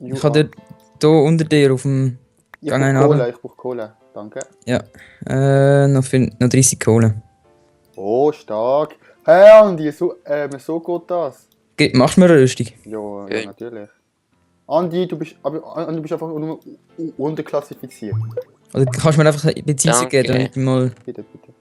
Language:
Swiss German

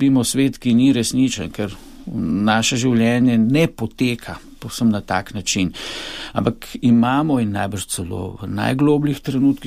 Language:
Slovenian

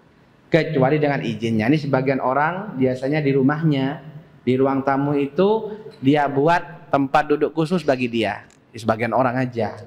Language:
Indonesian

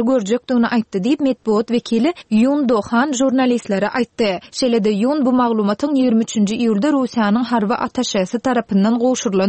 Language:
Turkmen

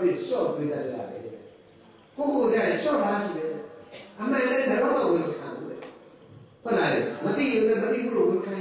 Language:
Burmese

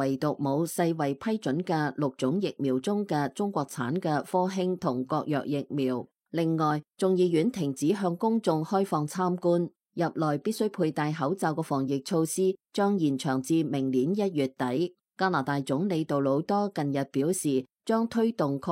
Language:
Cantonese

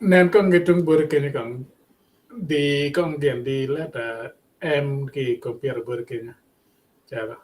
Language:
Acoli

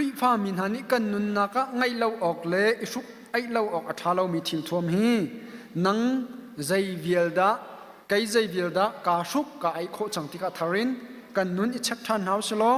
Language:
Hakha Chin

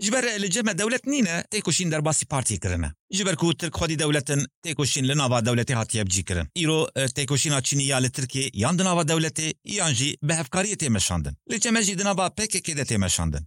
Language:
Kurdish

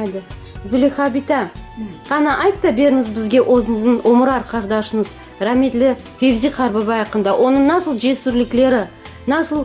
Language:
Crimean Tatar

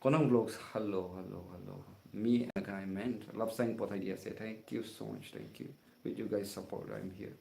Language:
Naga Pidgin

